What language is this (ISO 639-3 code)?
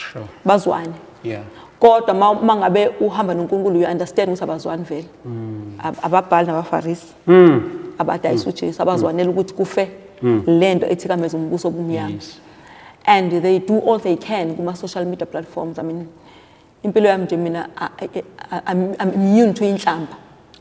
zul